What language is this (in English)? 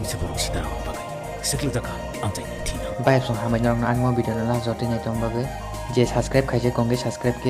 Kok Borok